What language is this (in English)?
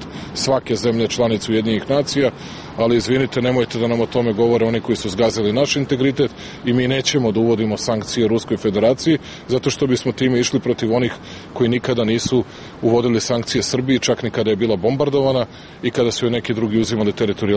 Serbian